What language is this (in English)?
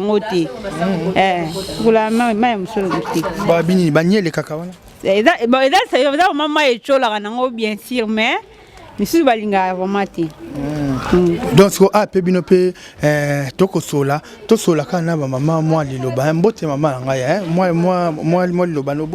Lingala